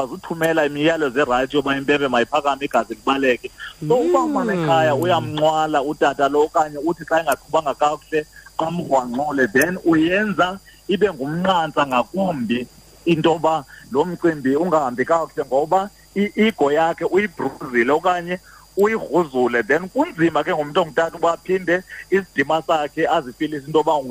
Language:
Xhosa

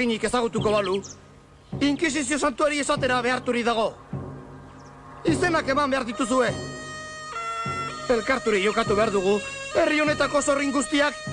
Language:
Basque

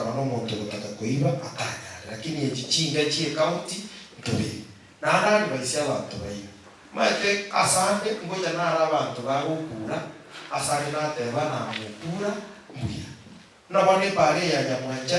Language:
Gusii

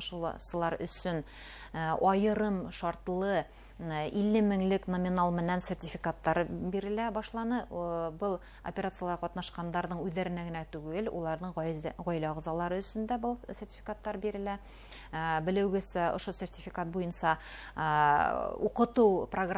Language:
Bashkir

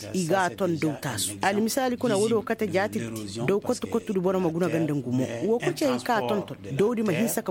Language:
Koyraboro Senni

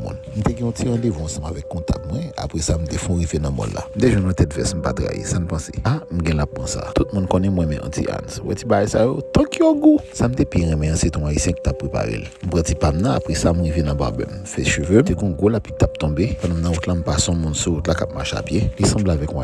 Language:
Haitian Creole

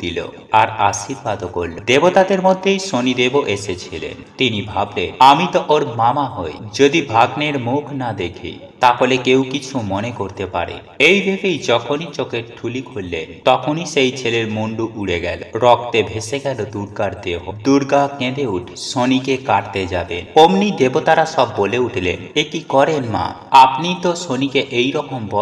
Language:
Bangla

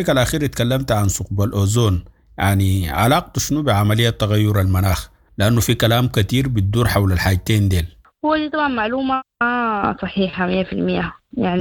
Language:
Sudanese Arabic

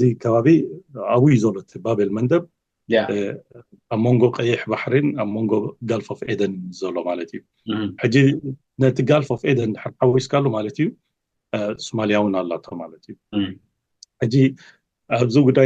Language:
Tigrinya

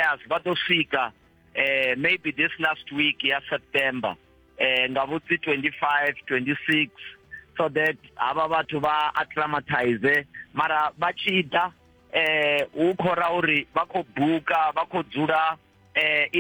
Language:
Venda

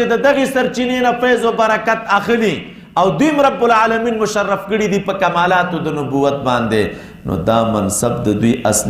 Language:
Pashto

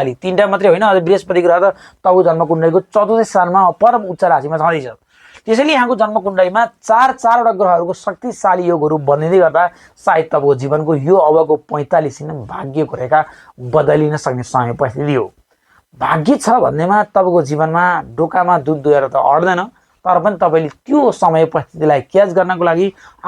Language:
Nepali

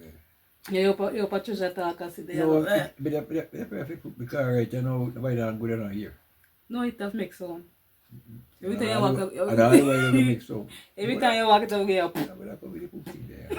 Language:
Jamaican Creole English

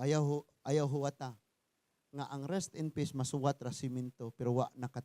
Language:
Cebuano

